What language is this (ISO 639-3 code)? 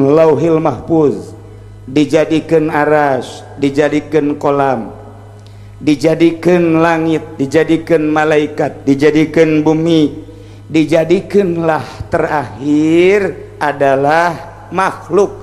sun